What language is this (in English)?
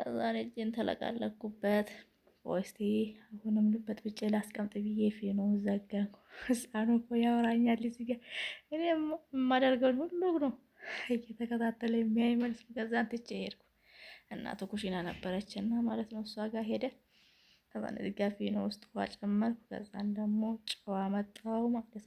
Amharic